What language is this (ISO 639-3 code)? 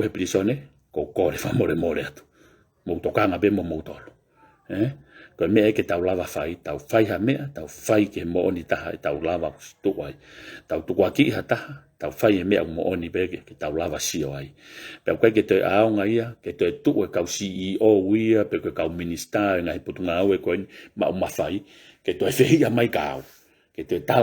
ton